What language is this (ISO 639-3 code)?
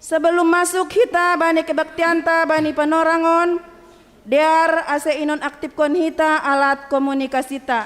bts